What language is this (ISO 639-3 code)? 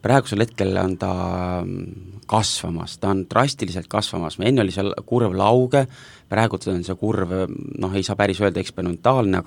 est